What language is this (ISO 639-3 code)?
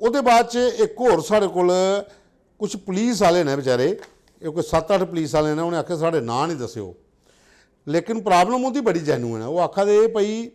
doi